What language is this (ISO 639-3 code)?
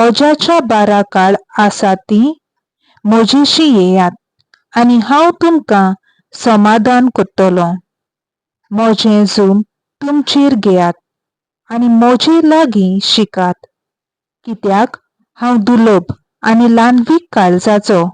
kok